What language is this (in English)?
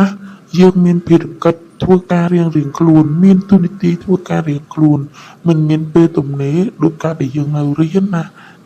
Khmer